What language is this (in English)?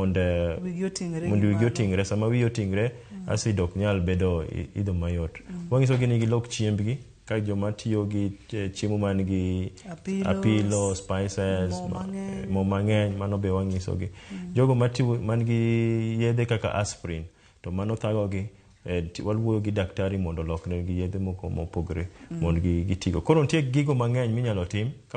Luo (Kenya and Tanzania)